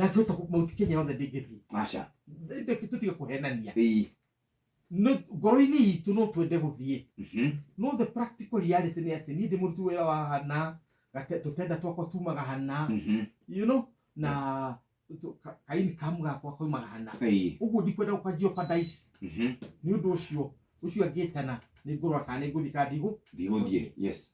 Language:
Kikuyu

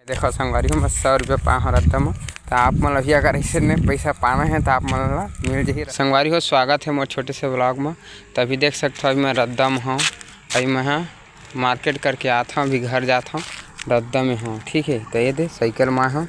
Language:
Chhattisgarhi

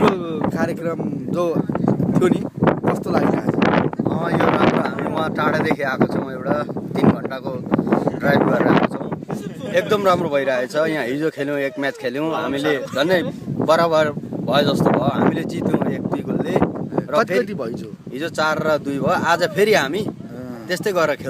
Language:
Nepali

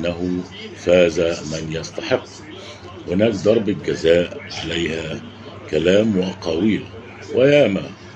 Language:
Egyptian Arabic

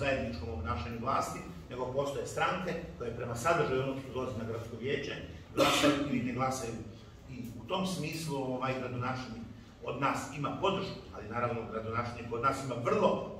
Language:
Croatian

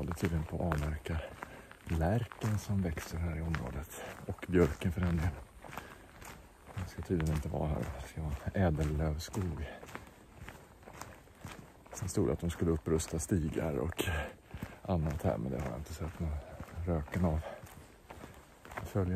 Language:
Swedish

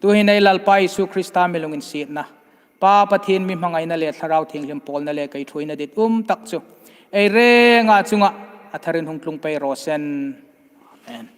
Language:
Hmar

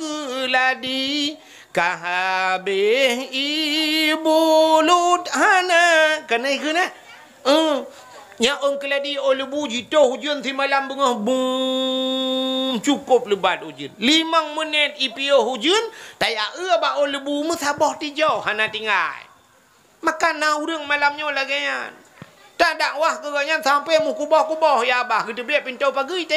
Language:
Achinese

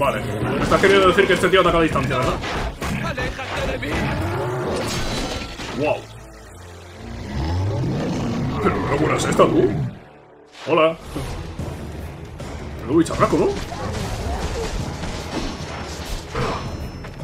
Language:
Spanish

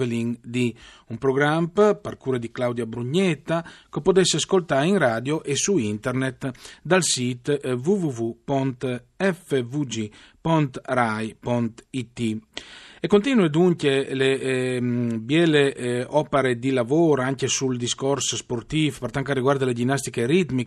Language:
Friulian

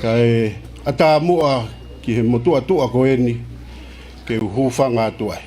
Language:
Tongan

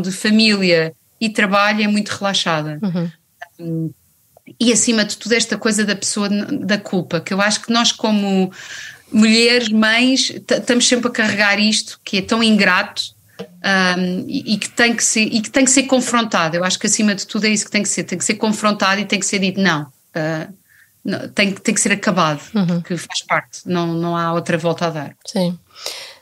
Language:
Portuguese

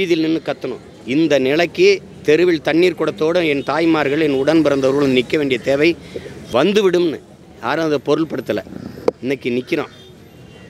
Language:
Tamil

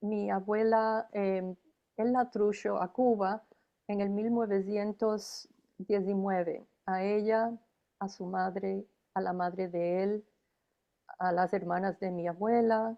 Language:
Ladino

